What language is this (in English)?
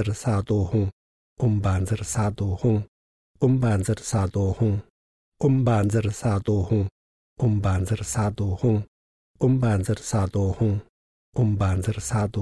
Estonian